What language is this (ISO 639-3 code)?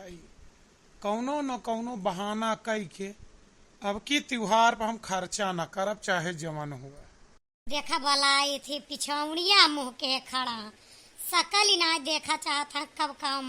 awa